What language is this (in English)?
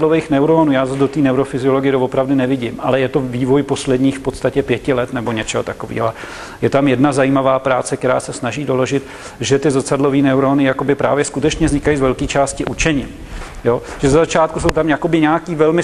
Czech